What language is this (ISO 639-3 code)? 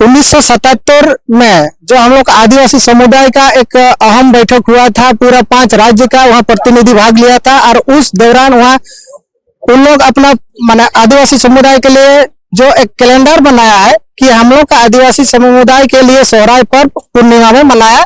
sat